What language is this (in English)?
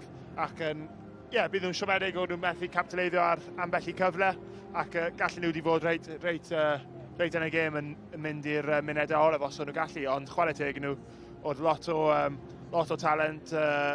Welsh